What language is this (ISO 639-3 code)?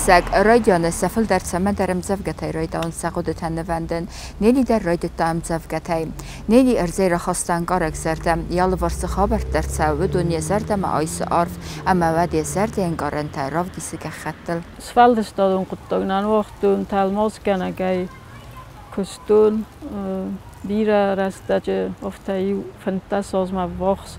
oss